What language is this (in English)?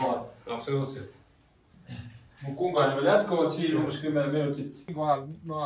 Estonian